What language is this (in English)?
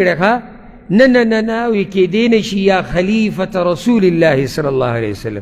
Pashto